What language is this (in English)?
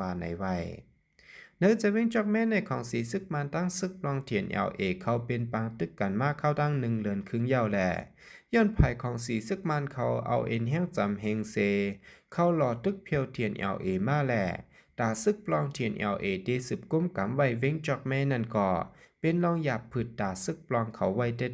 Shan